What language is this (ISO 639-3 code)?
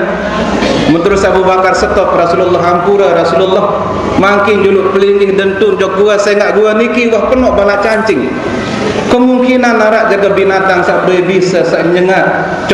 sas